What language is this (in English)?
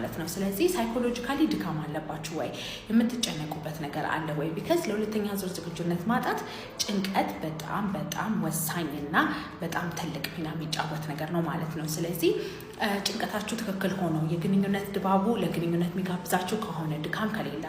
Amharic